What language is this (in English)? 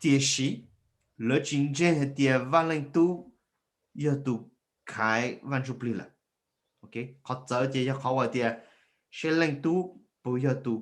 Hmong